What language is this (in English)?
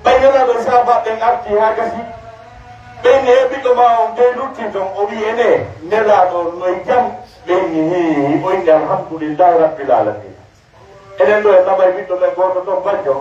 Pular